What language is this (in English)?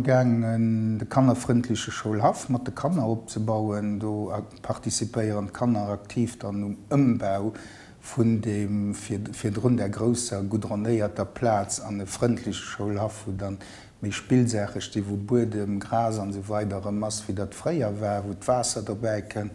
Luxembourgish